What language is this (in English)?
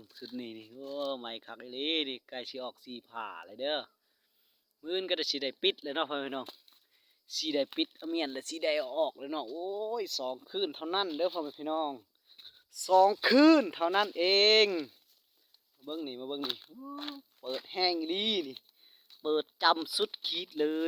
Lao